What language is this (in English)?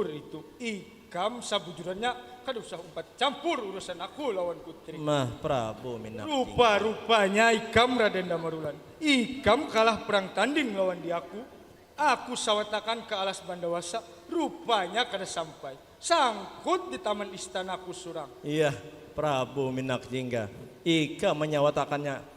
Banjar